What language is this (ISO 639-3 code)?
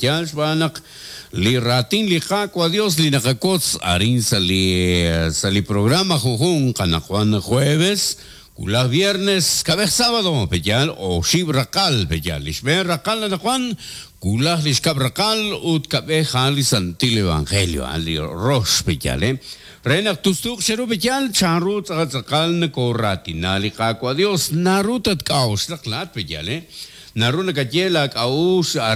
kek